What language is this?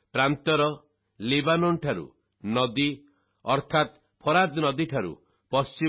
Odia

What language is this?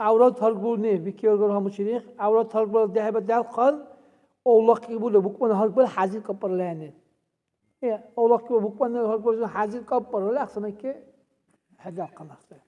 Dargwa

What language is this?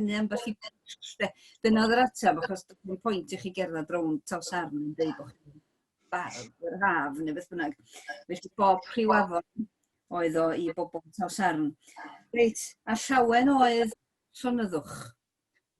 Welsh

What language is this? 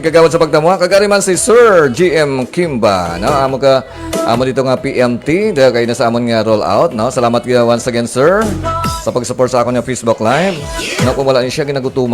Hiligaynon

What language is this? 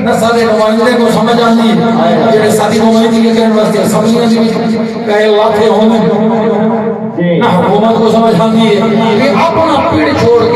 Saraiki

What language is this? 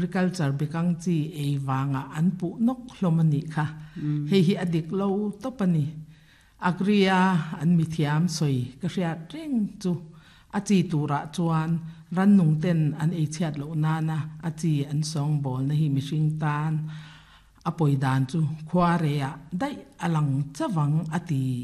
Mizo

